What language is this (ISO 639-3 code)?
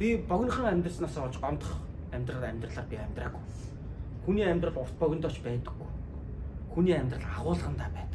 mon